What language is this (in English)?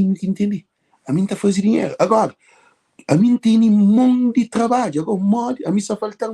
Kabuverdianu